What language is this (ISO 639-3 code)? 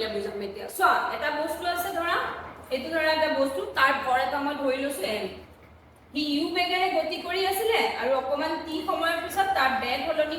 asm